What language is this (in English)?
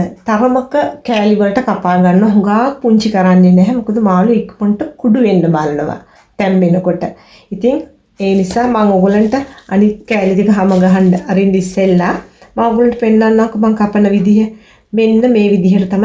Sinhala